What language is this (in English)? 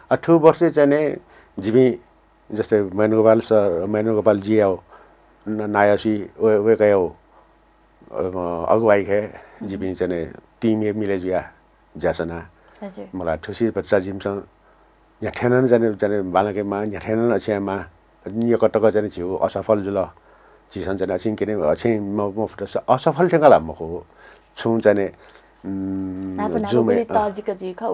Newari